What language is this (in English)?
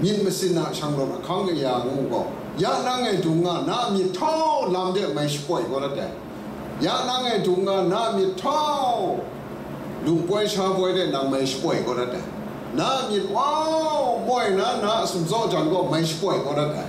Kachin